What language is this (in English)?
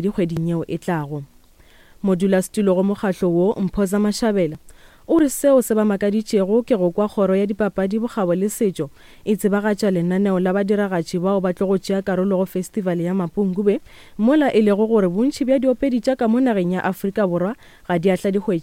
Northern Sotho